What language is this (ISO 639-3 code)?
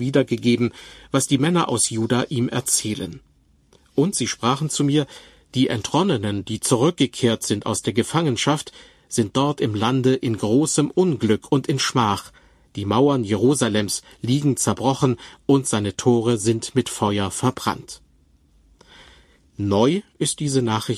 deu